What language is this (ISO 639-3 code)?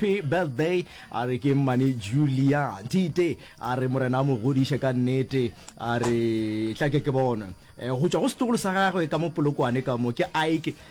nso